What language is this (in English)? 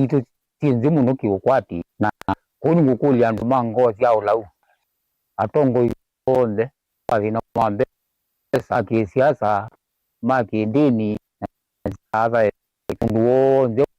Kamba